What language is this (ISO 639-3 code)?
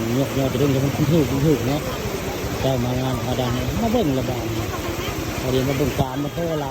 tts